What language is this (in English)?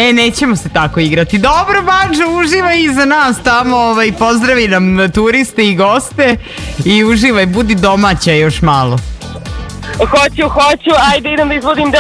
Serbian